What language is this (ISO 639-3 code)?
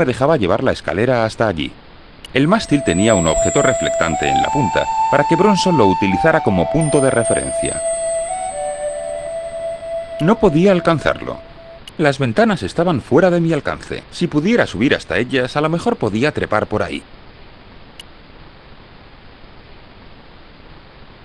spa